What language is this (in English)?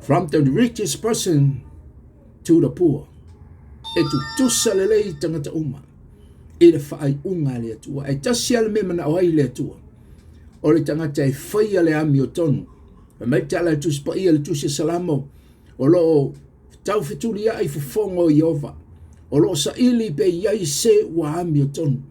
Samoan